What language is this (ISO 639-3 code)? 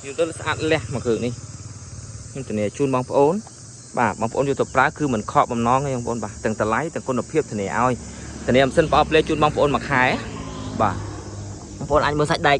khm